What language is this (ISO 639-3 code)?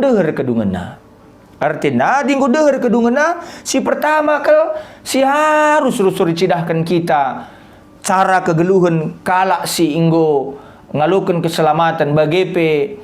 btx